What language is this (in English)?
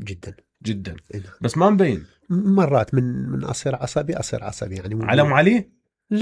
Mesopotamian Arabic